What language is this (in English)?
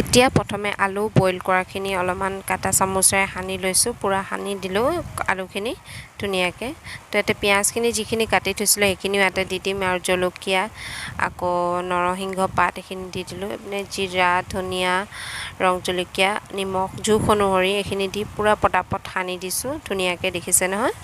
Assamese